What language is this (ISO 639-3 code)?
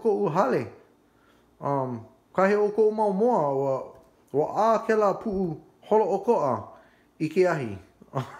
haw